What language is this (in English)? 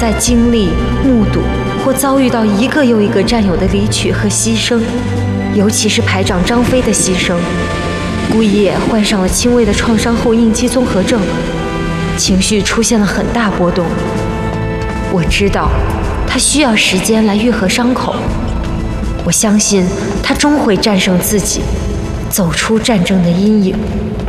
Chinese